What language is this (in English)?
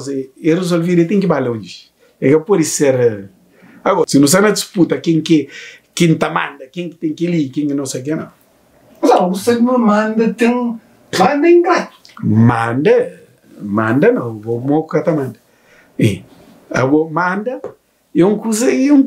Kabuverdianu